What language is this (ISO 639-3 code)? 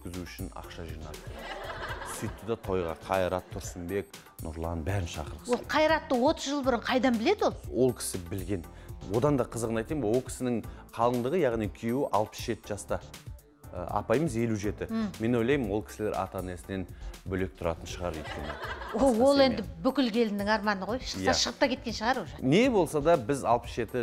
kaz